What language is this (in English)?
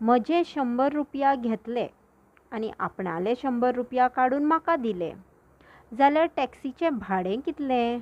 Konkani